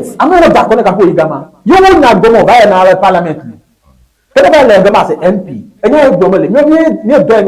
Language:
Ewe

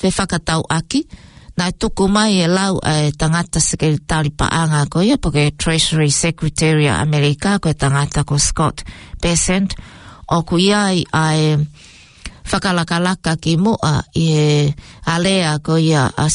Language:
Tongan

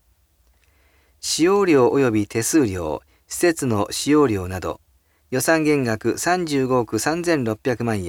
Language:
Japanese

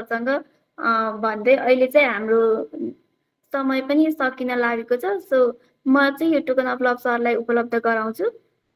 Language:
Nepali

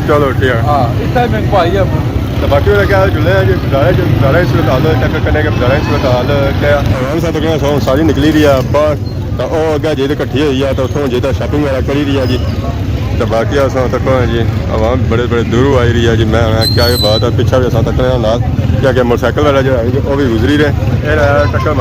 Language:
Pahari-Potwari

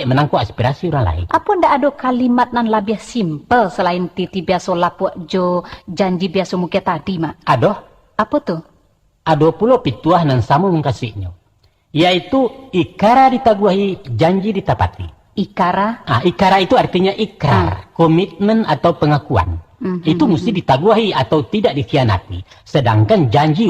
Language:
Minangkabau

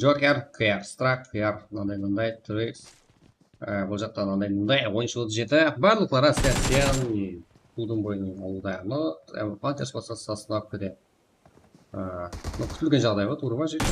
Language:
Kara-Kalpak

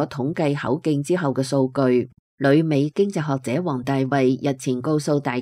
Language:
Cantonese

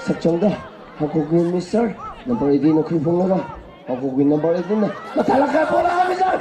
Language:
Tangkhul Naga (India)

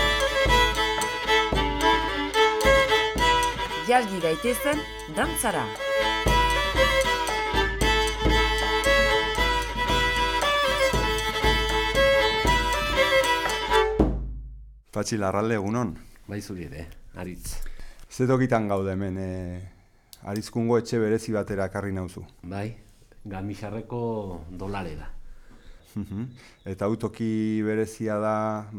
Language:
Basque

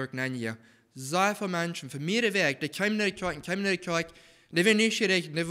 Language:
Plautdietsch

